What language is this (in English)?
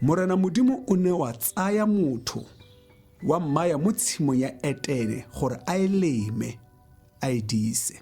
Tswana